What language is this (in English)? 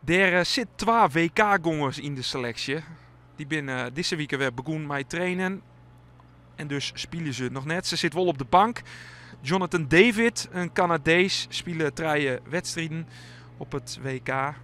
Western Frisian